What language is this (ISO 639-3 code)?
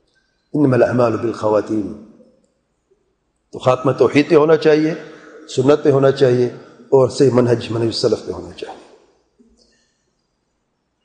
urd